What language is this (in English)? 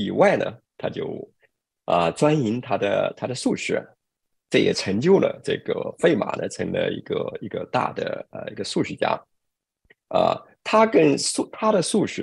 Chinese